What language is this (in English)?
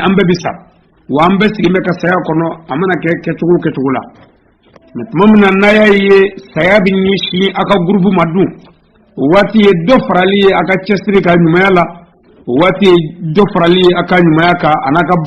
Bambara